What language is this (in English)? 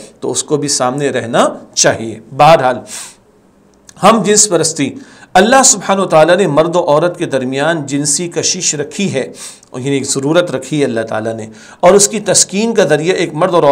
Urdu